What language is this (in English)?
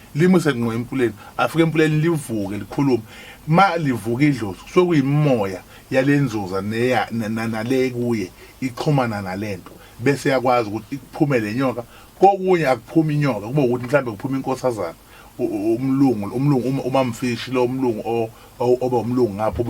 Zulu